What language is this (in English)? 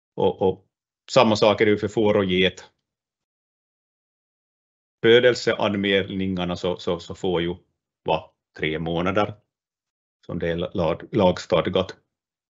Swedish